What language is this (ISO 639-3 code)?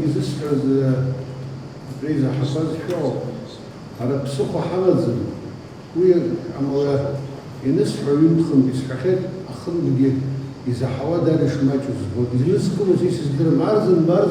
abk